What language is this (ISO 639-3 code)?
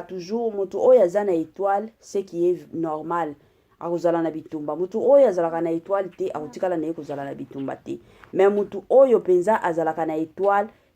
lin